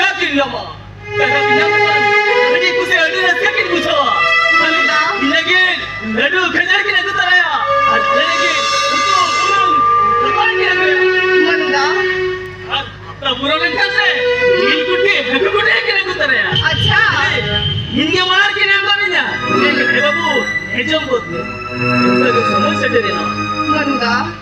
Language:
Santali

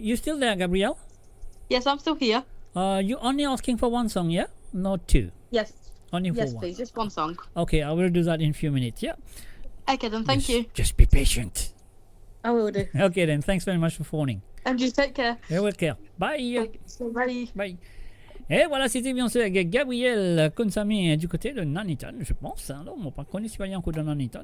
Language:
Morisyen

